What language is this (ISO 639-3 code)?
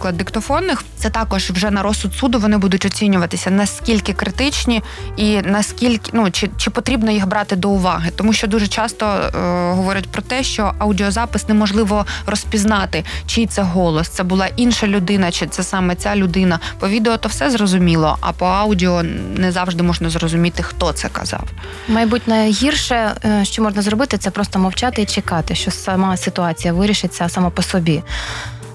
ukr